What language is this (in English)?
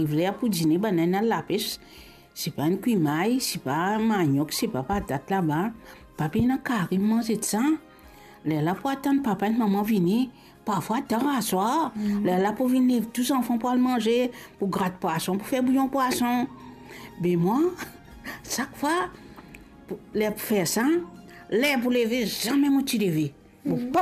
Morisyen